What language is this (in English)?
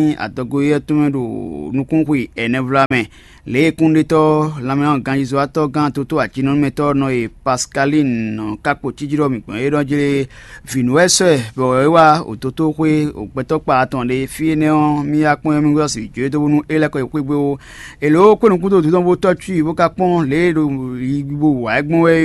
Fon